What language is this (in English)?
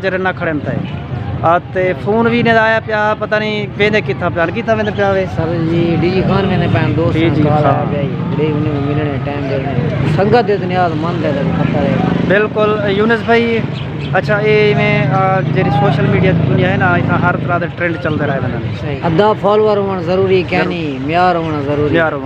Saraiki